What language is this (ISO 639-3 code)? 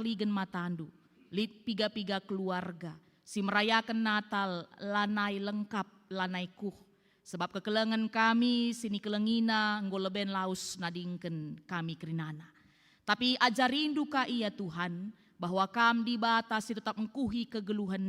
btx